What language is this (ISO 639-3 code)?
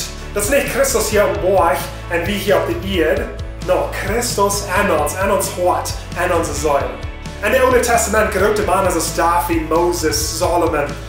pdt